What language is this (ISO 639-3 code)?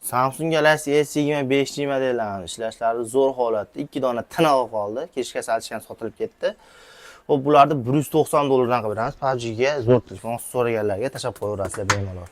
uzb